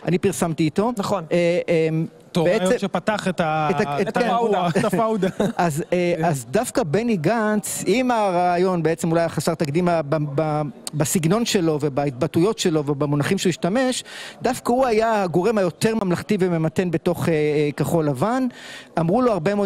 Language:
Hebrew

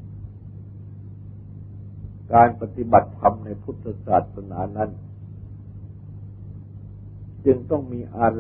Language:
Thai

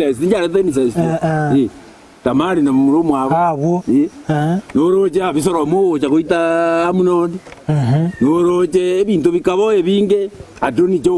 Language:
Gusii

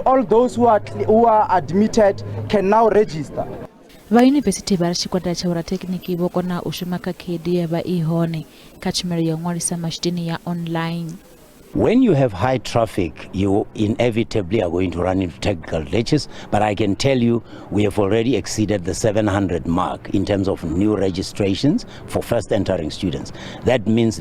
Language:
Venda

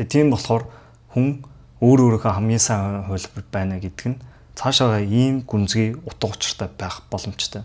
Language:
Mongolian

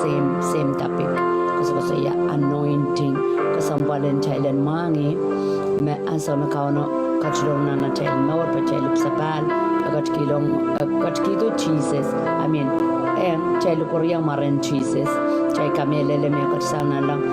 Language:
Pohnpeian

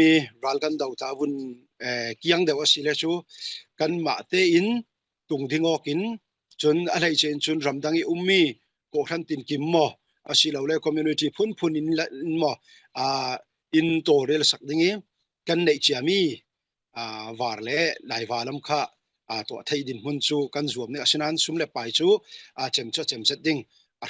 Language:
Falam Chin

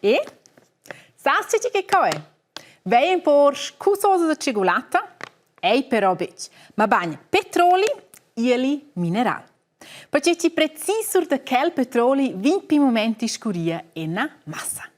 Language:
Romansh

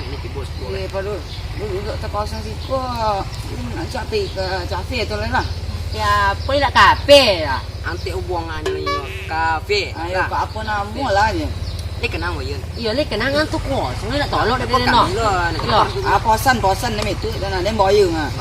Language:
Minangkabau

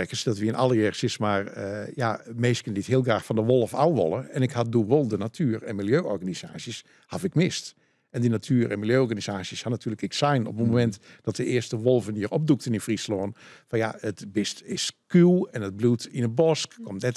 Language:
Western Frisian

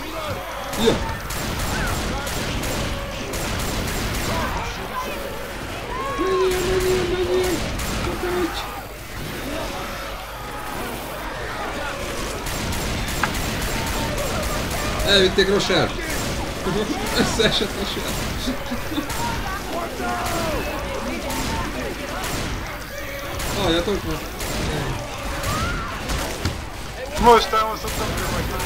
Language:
Hungarian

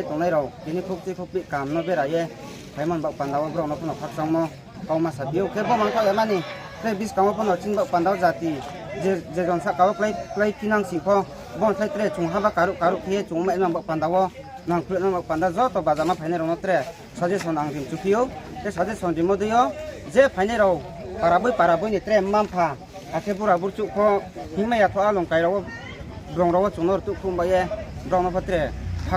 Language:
Riang (India)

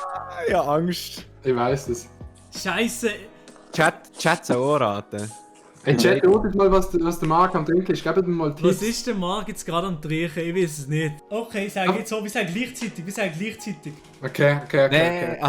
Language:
Swiss German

